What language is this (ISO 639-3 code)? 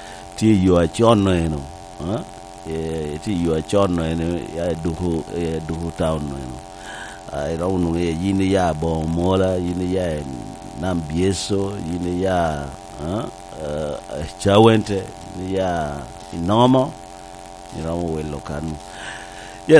laj